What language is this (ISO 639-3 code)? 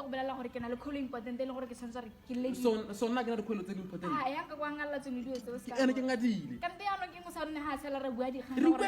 tsn